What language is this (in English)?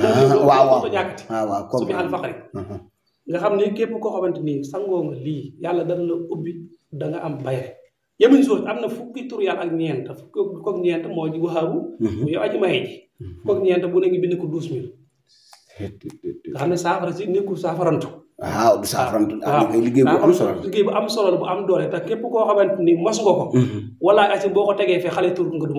Wolof